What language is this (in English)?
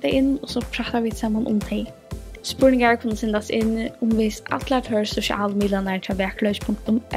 Faroese